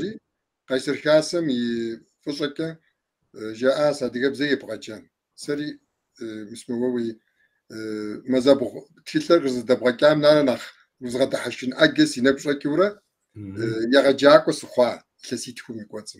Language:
Kabardian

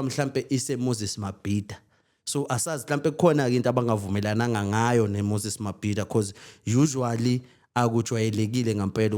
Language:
Zulu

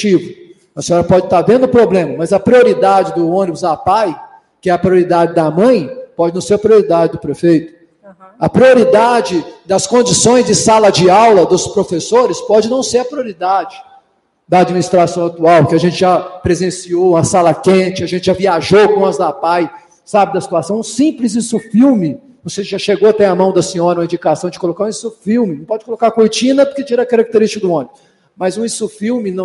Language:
Portuguese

